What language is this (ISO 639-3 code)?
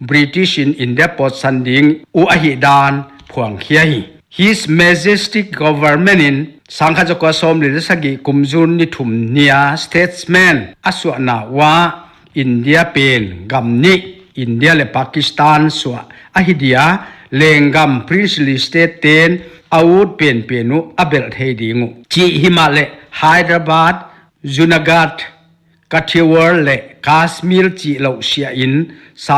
pck